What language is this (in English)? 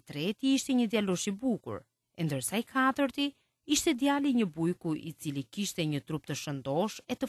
Albanian